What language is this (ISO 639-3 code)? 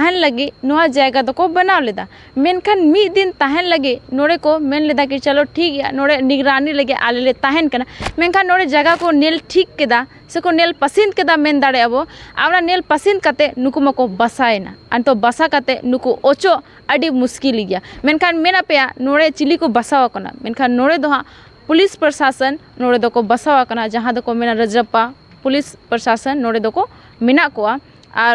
sat